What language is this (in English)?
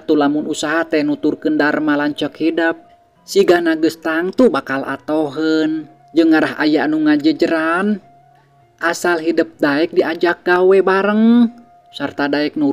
Sundanese